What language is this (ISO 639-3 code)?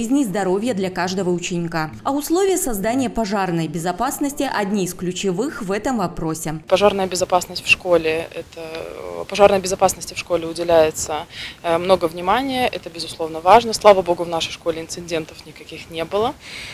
rus